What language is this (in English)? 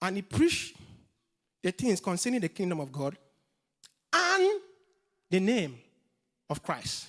English